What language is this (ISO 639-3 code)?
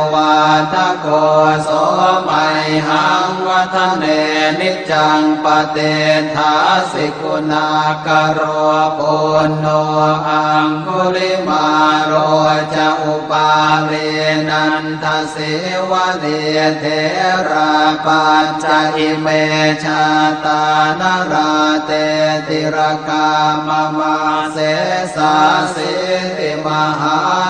pli